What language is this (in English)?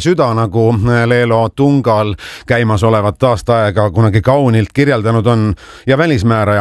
Estonian